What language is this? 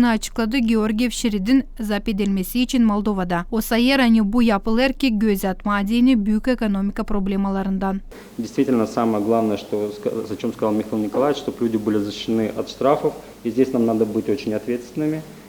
Gagauz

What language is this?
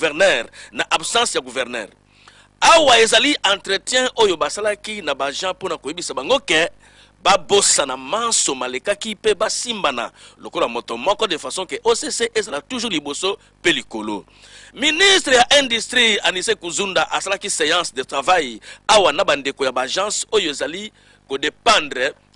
Lingala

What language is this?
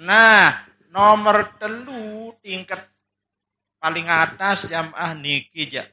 Sasak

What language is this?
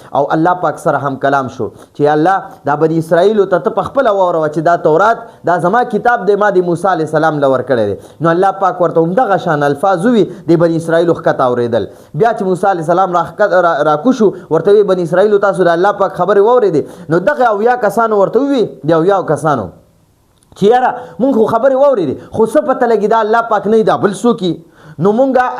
Pashto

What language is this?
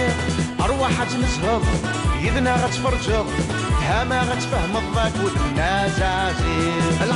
Kabyle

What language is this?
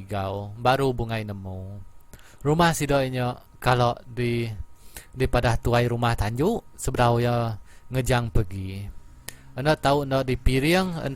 Iban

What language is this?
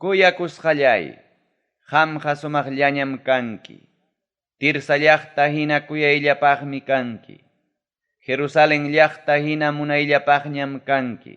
Ayacucho Quechua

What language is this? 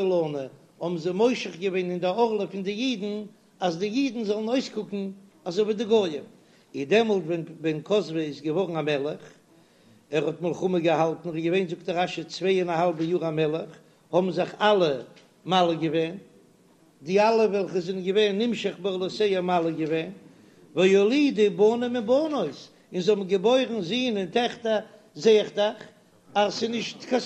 Yiddish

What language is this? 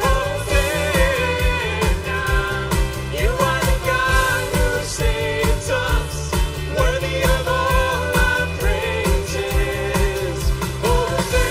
Plautdietsch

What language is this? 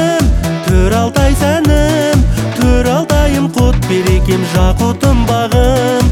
Kazakh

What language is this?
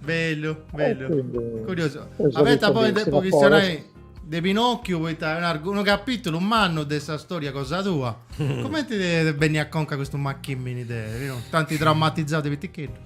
Sardinian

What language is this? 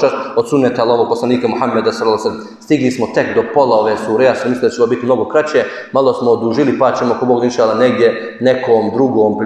Bosnian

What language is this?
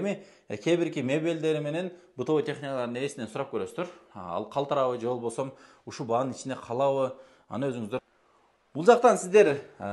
Kyrgyz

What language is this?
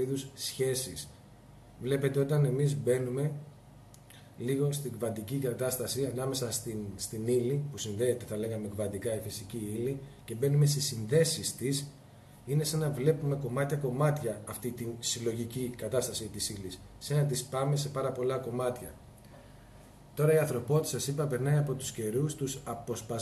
Greek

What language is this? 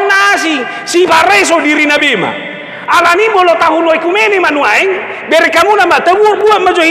Batak Toba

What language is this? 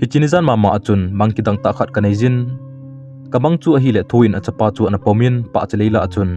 Thado Chin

